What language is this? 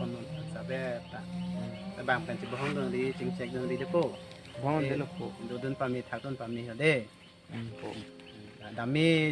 Karbi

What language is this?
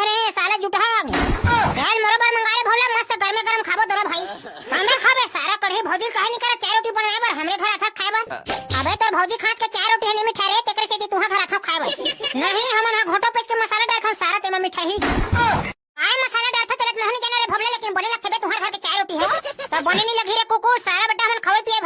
Chhattisgarhi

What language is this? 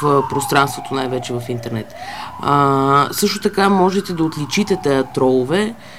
Bulgarian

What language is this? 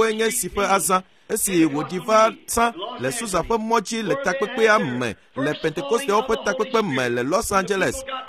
Ewe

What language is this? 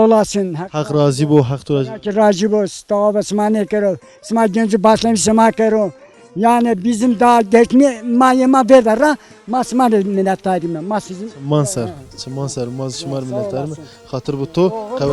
Zaza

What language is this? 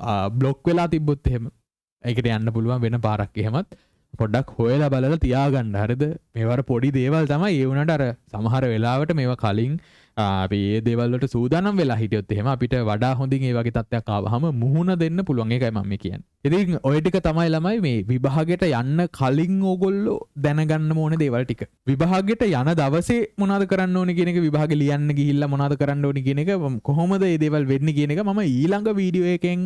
Sinhala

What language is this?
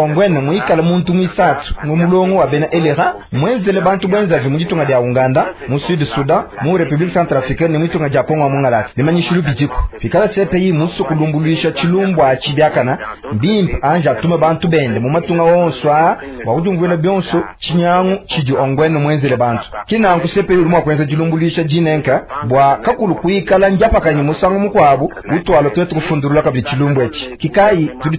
Luba-Lulua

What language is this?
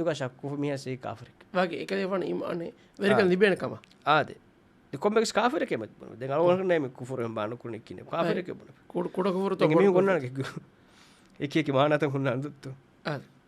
Divehi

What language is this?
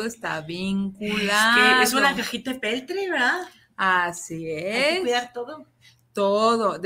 Spanish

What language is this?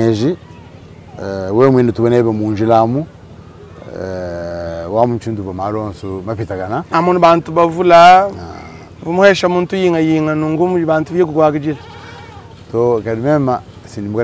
Luba-Lulua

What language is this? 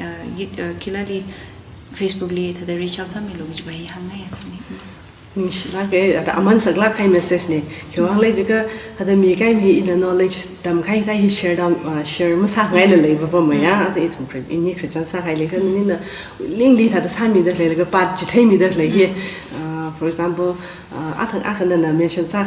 Tangkhul Naga (India)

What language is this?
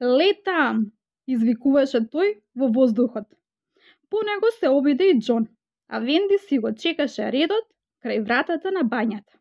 Macedonian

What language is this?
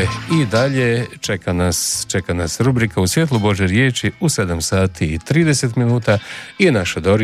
Croatian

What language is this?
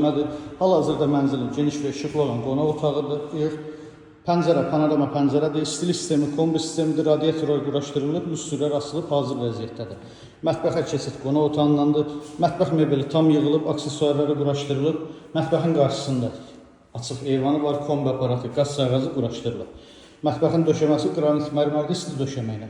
Azerbaijani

